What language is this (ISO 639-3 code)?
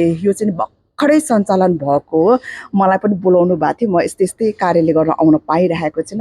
nep